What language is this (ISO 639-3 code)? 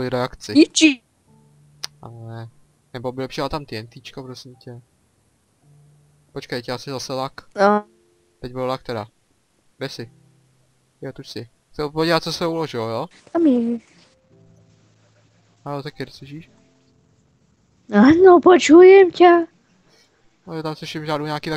ces